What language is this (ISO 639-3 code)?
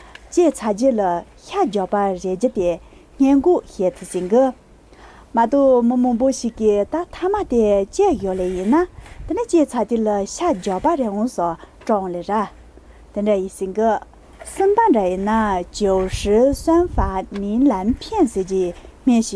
bod